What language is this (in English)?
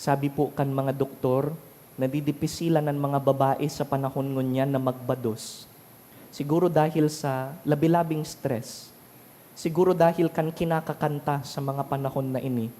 Bikol